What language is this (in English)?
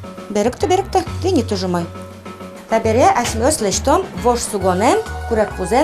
Udmurt